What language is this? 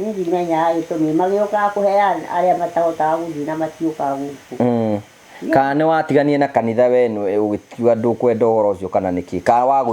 Kikuyu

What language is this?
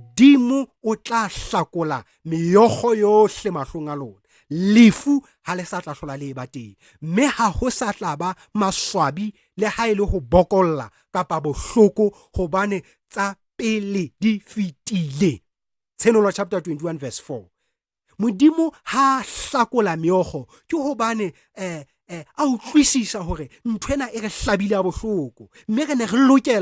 Southern Sotho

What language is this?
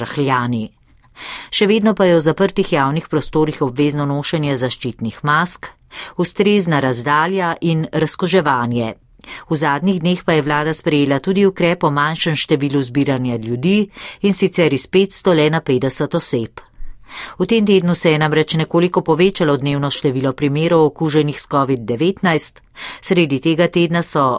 Slovenian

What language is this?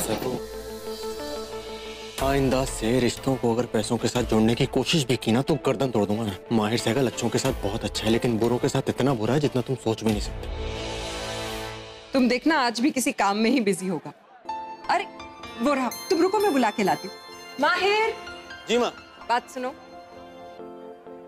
Hindi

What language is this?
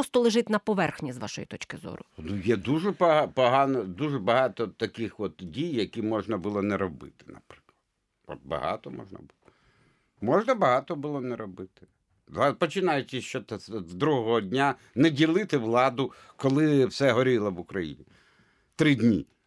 Ukrainian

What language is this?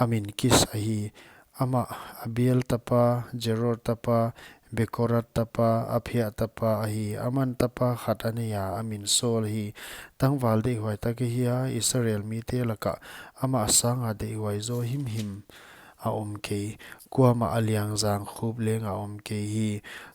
Paite Chin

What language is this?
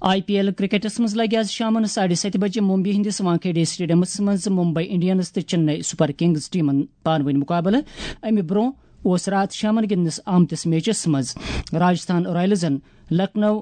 Kashmiri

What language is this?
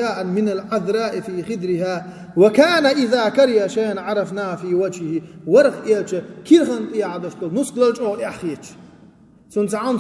Chechen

